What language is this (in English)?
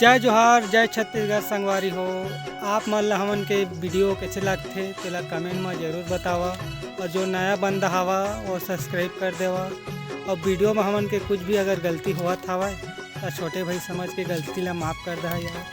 Chhattisgarhi